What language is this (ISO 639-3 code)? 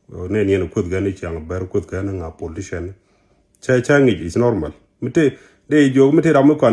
nus